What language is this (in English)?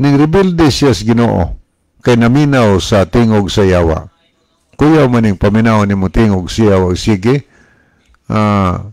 Cebuano